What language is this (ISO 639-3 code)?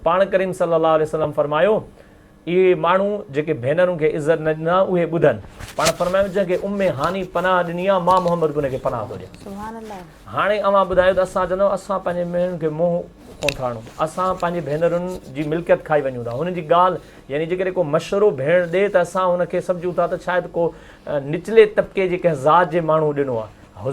snd